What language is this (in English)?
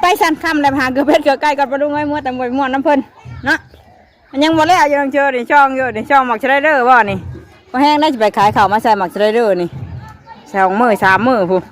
Northeastern Thai